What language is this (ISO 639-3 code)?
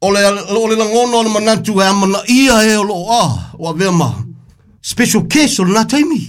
smo